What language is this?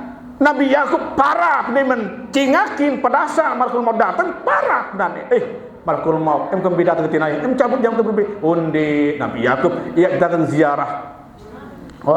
Sasak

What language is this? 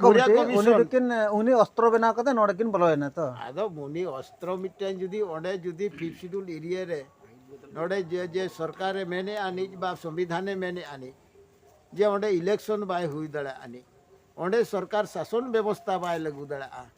Santali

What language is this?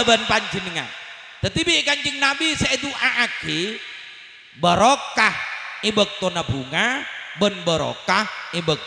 Madurese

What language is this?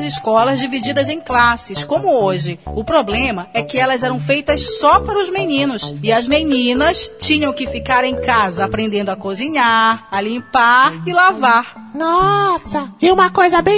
Portuguese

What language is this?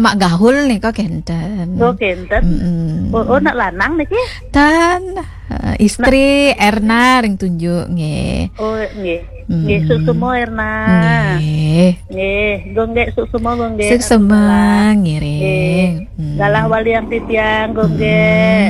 Balinese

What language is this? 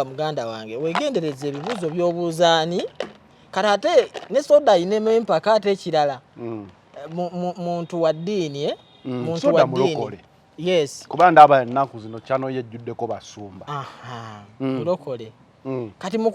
Ganda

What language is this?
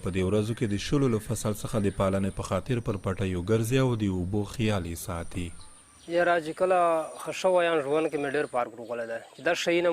Pashto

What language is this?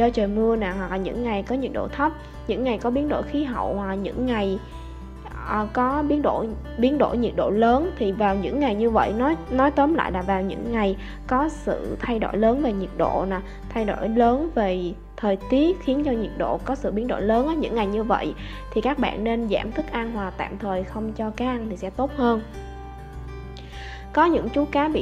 Vietnamese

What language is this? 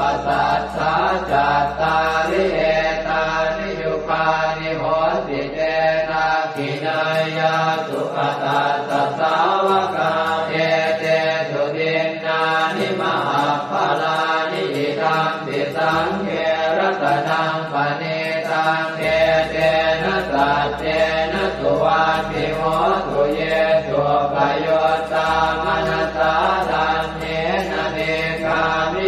Pali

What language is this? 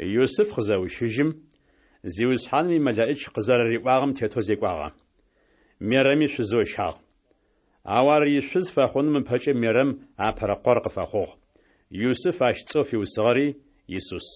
Adyghe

